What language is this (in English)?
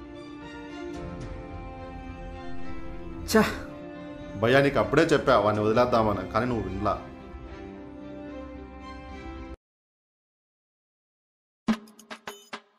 Telugu